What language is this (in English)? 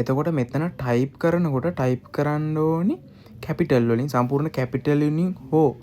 Sinhala